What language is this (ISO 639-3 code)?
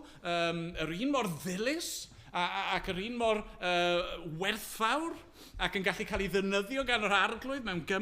cym